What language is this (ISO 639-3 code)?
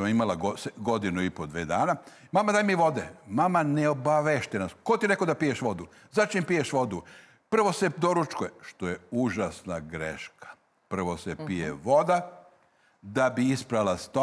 srp